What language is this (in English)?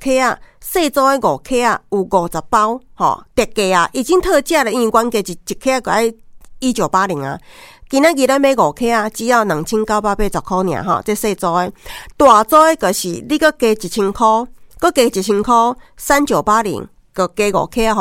Min Nan Chinese